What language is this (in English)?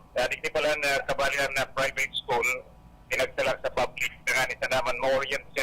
Bikol